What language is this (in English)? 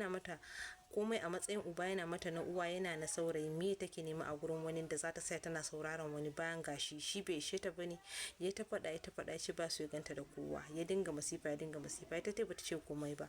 Hausa